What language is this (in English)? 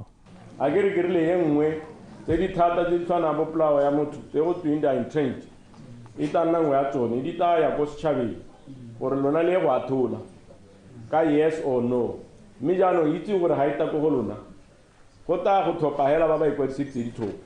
Tswana